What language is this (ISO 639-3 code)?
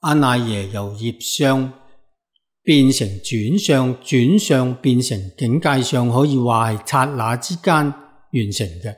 yue